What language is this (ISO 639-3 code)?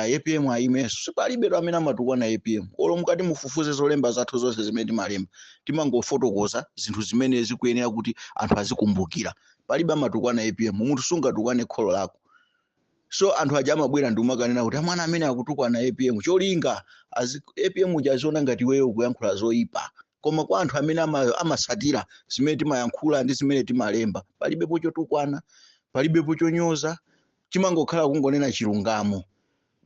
nya